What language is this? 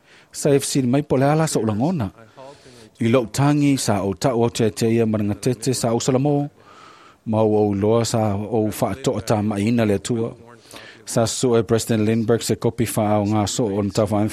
Samoan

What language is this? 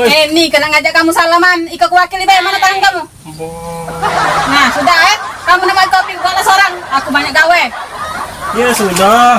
Musi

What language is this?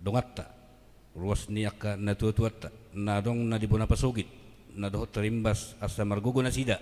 Batak Toba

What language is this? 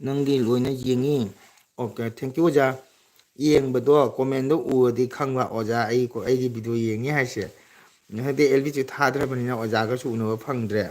Manipuri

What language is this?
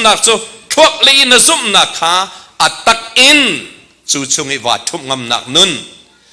Hakha Chin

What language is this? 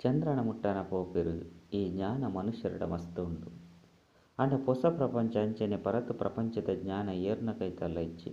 Tulu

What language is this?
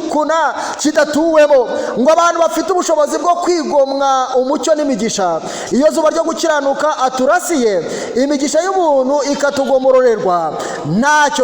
Kinyarwanda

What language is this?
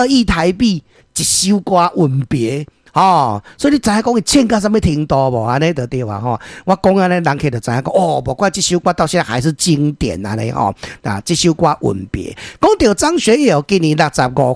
Min Nan Chinese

